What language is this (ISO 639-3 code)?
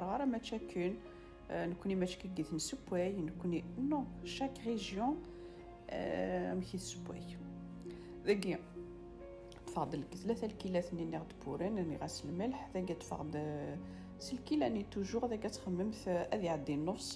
kab